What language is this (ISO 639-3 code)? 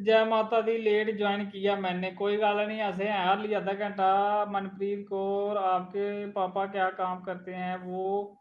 doi